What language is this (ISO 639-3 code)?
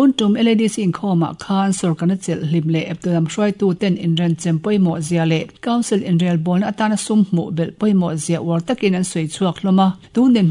lus